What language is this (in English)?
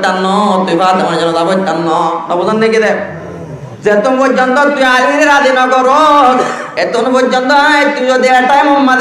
Rohingya